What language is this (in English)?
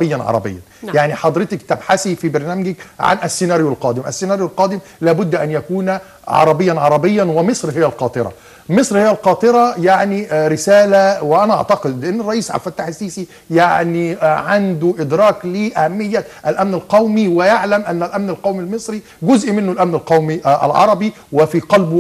Arabic